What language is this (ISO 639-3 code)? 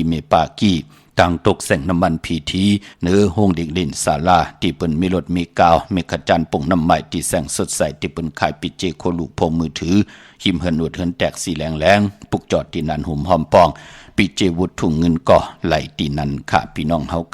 shn